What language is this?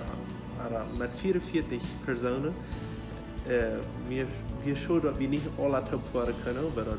Plautdietsch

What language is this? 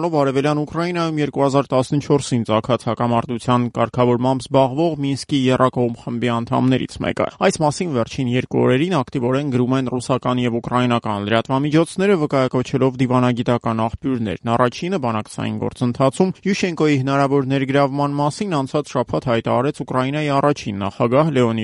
Armenian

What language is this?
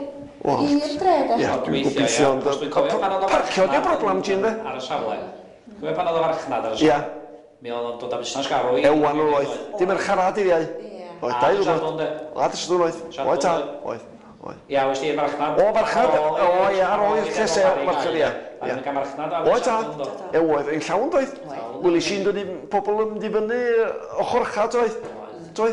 Welsh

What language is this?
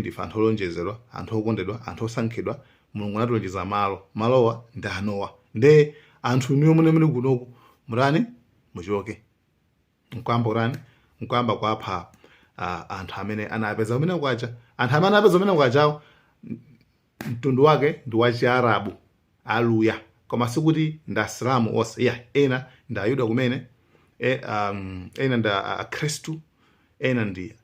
Nyanja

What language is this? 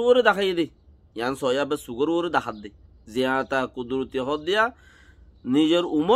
Rohingya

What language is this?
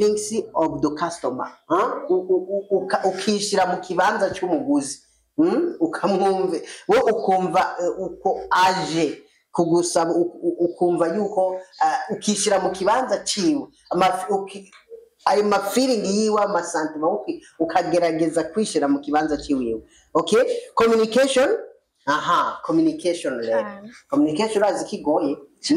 Rundi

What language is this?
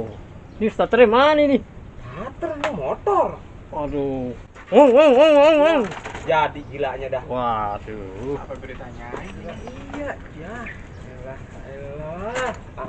Betawi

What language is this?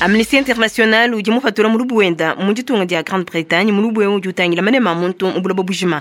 Luba-Lulua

